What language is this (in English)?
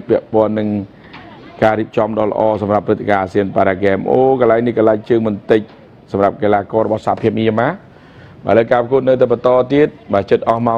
Khmer